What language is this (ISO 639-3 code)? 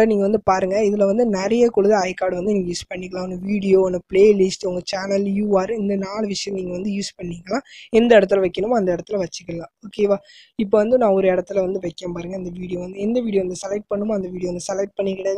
tam